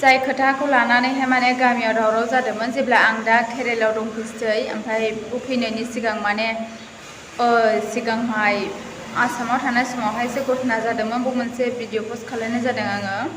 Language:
Bodo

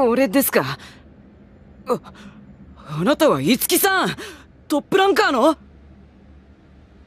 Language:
Japanese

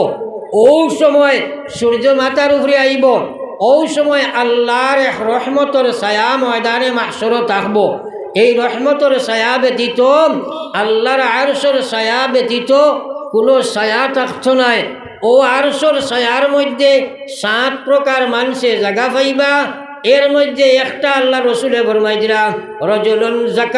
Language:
Sylheti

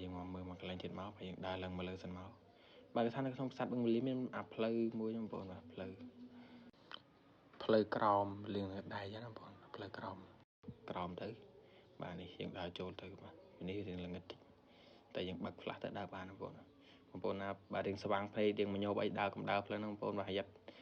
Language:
Khmer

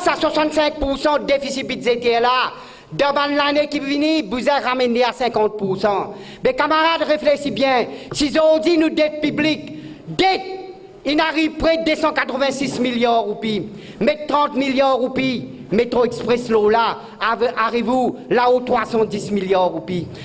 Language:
Morisyen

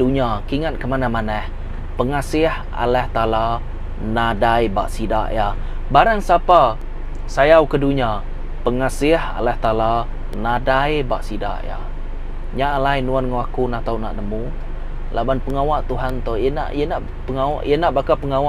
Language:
Iban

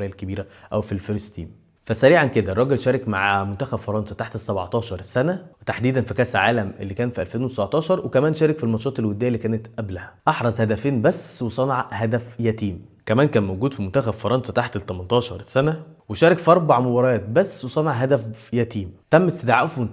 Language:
Egyptian Arabic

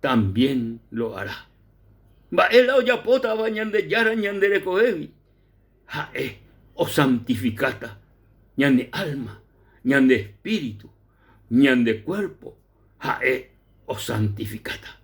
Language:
Guarani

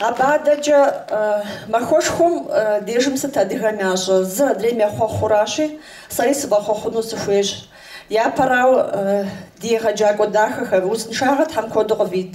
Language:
Kabardian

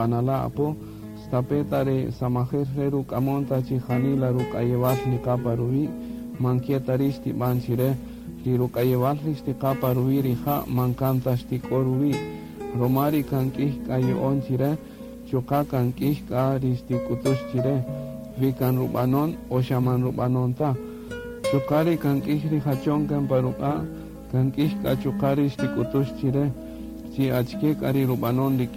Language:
Kaqchikel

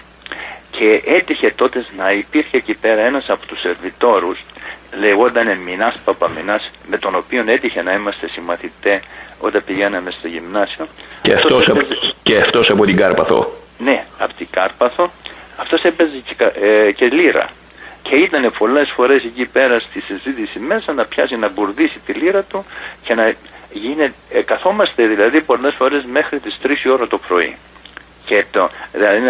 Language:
Greek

